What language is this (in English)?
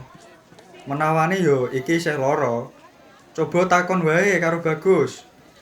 Javanese